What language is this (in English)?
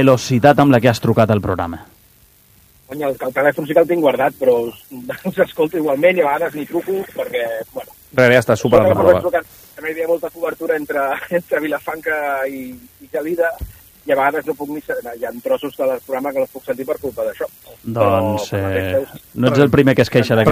Catalan